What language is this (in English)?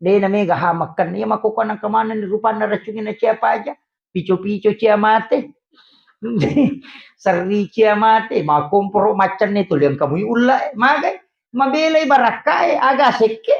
Buginese